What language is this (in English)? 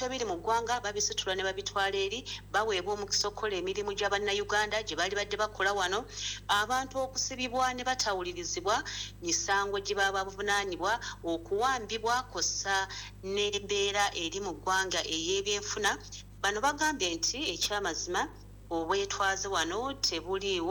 Ganda